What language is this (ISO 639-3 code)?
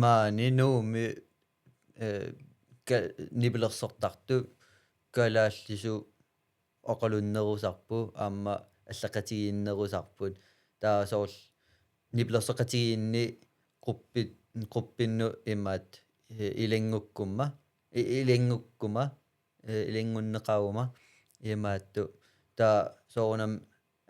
kal